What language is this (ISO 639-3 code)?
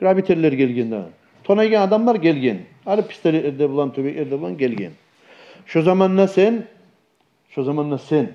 kum